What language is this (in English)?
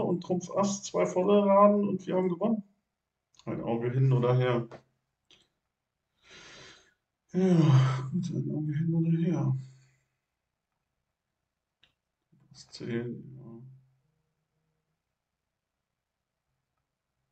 German